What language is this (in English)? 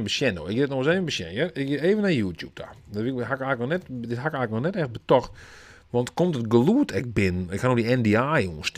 Western Frisian